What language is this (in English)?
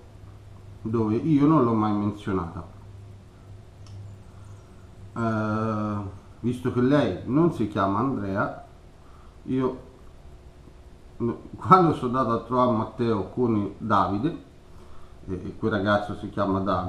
Italian